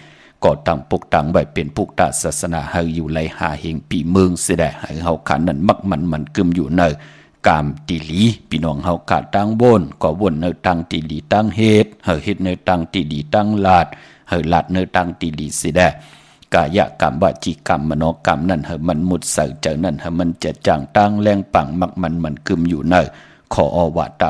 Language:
Shan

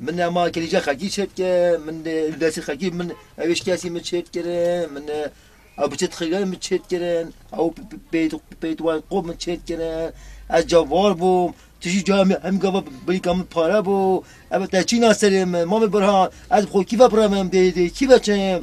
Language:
Kurdish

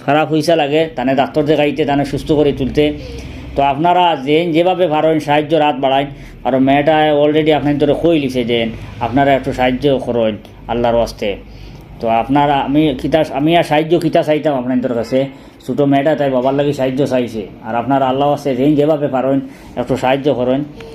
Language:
Sylheti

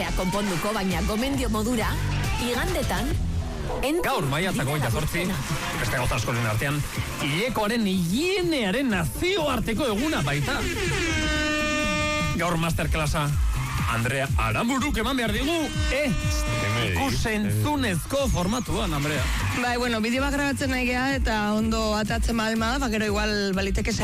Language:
Basque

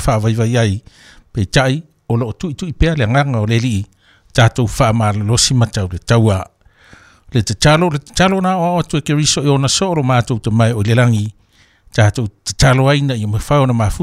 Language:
Samoan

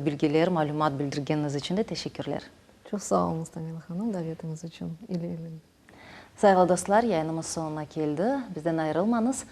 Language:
Crimean Tatar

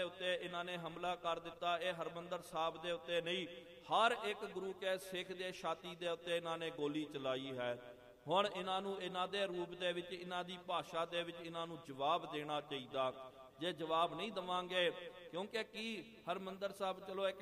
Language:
Punjabi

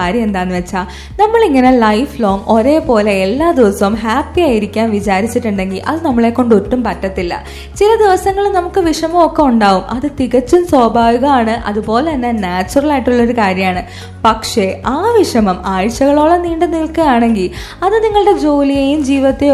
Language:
Malayalam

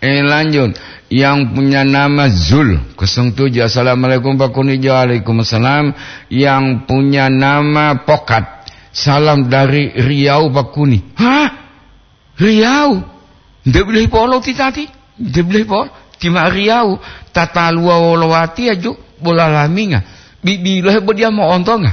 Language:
Gorontalo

